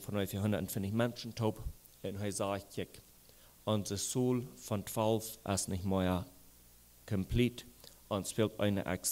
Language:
Plautdietsch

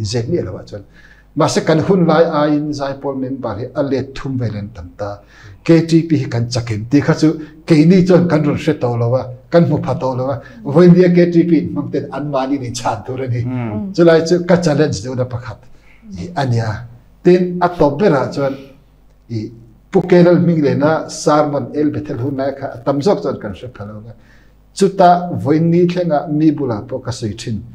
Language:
Mizo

